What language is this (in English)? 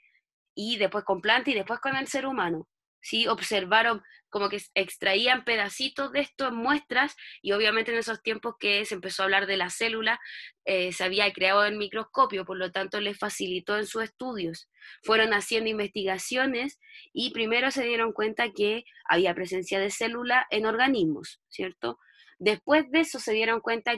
Spanish